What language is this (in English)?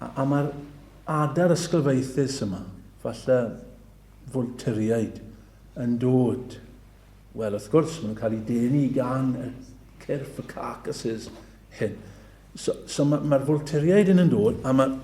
Welsh